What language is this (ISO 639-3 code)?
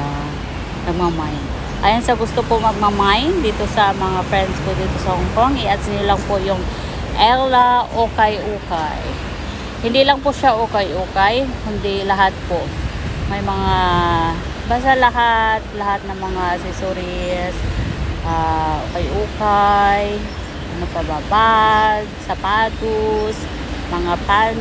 fil